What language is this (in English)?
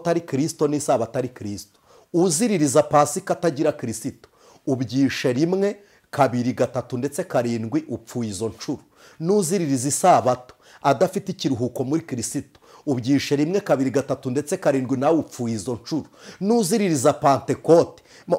Kinyarwanda